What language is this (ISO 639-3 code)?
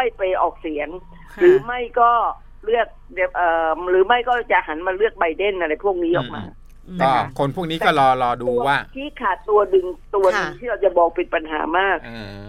tha